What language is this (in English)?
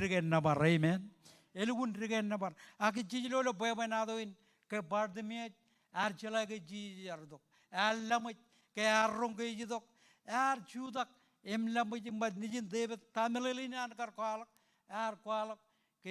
Marshallese